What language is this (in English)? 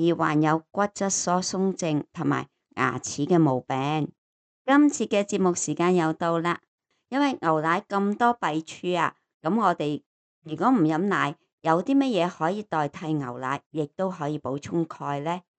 Cantonese